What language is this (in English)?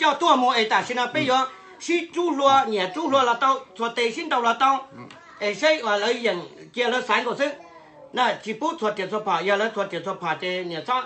Hmong